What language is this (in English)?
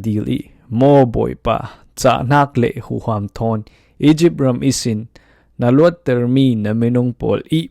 Falam Chin